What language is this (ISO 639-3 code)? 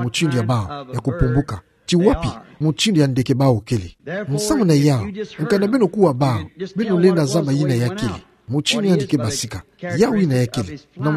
ktu